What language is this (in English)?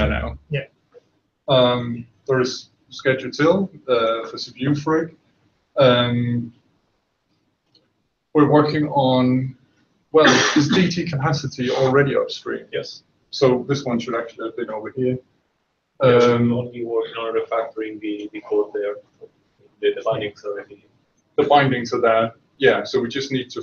English